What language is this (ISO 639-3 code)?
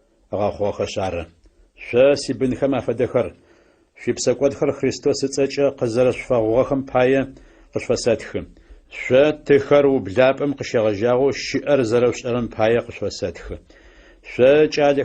ady